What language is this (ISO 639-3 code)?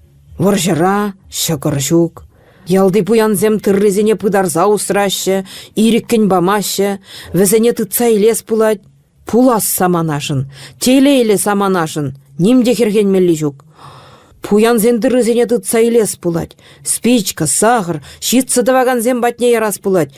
chv